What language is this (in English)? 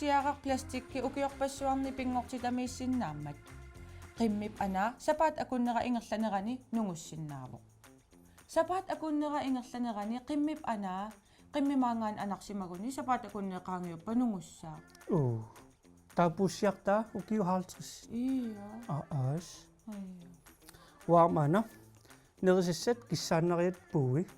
Kalaallisut